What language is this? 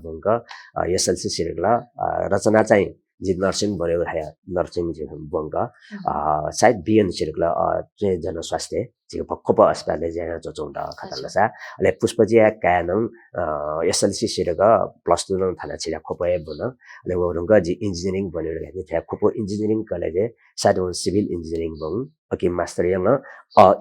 Newari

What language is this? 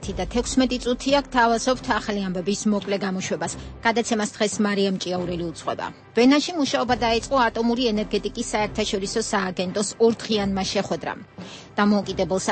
Georgian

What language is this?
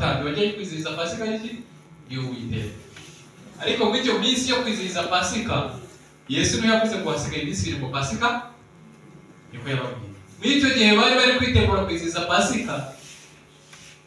Kinyarwanda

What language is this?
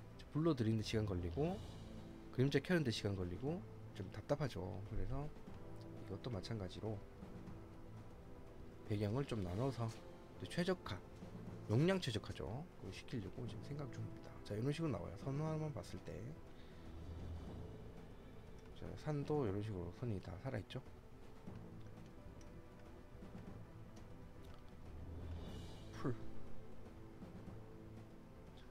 Korean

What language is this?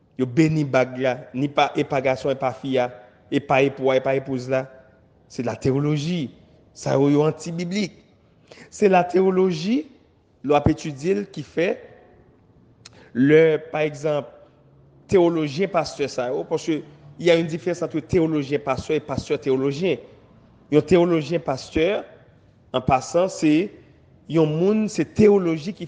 French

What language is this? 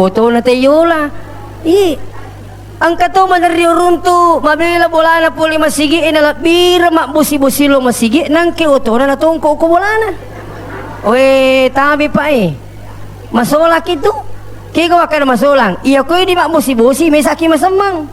Buginese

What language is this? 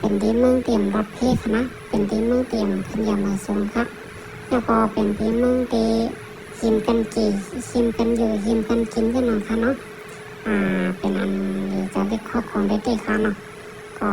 Shan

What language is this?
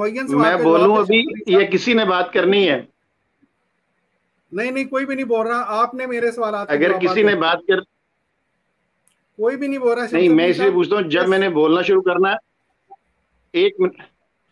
Urdu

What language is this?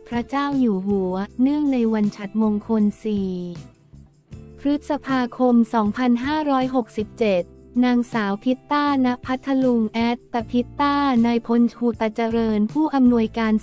Thai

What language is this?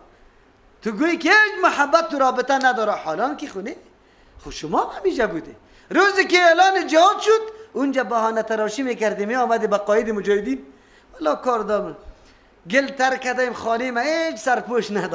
Persian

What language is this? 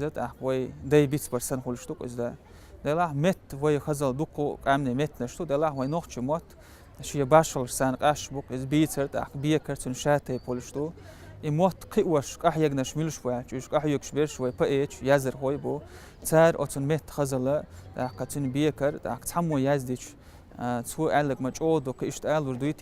Chechen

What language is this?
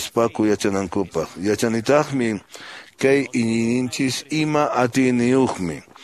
Quechua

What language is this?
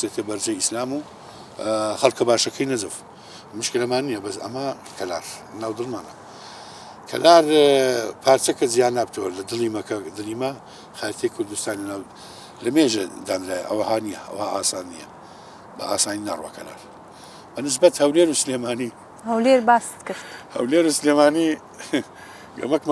Central Kurdish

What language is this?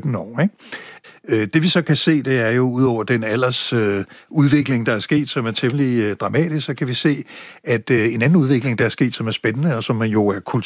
Danish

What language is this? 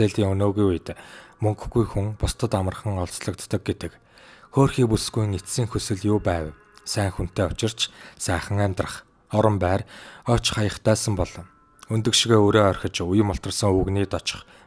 Mongolian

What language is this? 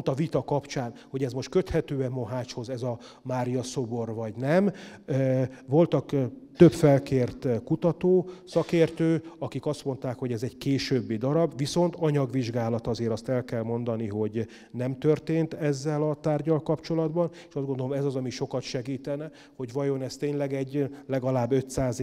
Hungarian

